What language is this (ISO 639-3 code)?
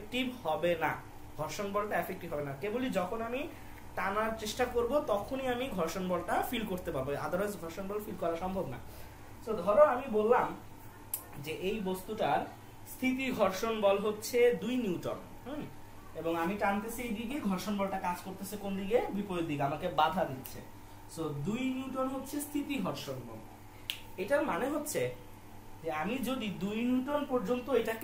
ben